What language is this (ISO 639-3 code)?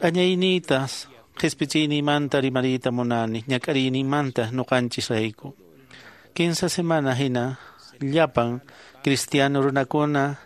que